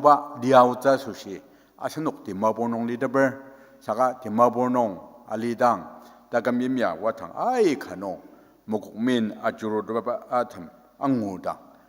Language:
Ao Naga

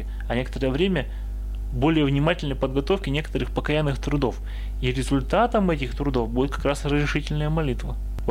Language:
Russian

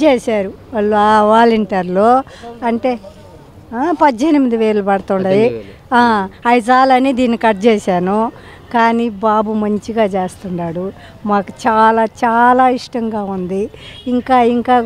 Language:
Telugu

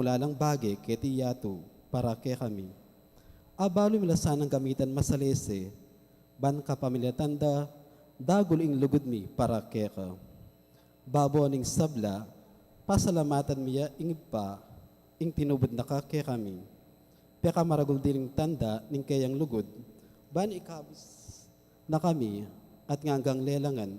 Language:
Pampanga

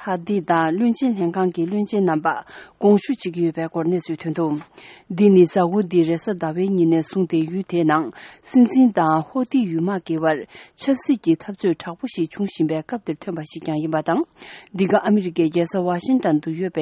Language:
Tibetan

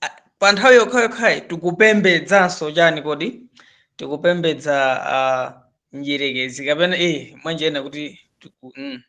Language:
Nyanja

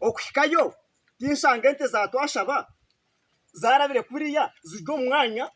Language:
Nyankole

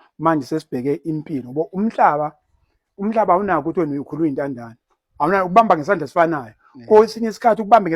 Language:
Zulu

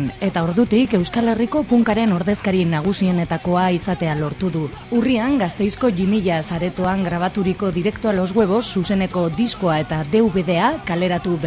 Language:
Basque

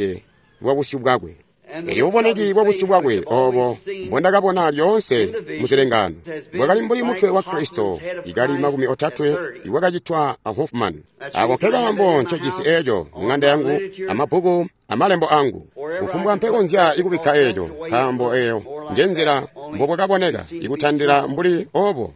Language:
Tonga (Zambia)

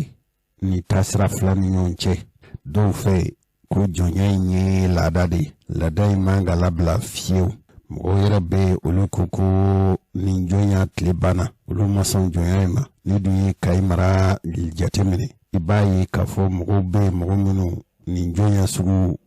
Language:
Bambara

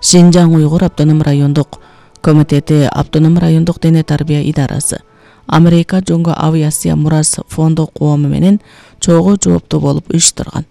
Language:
Kyrgyz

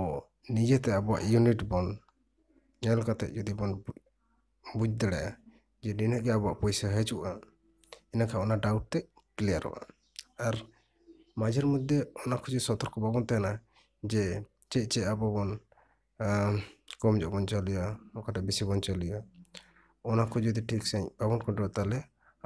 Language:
Santali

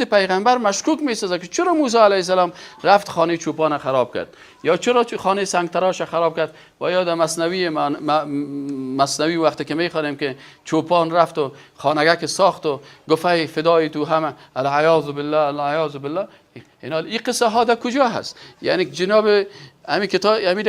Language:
Persian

